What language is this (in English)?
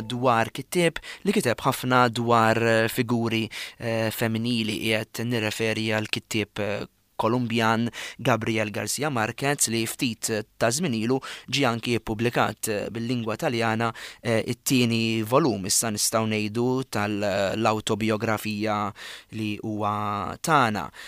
Maltese